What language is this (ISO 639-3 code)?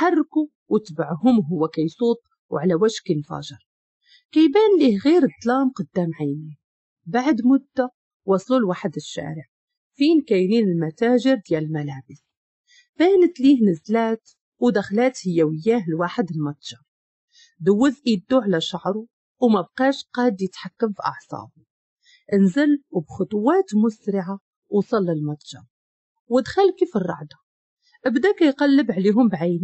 ary